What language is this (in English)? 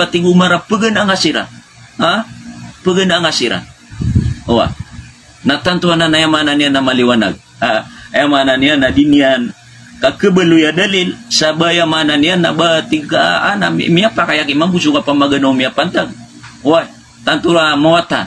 Maranao